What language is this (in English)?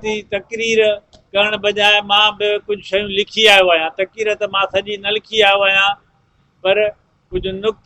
Sindhi